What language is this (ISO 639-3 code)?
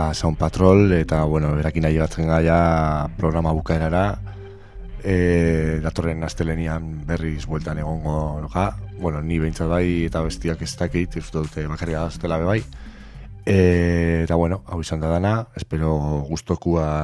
eus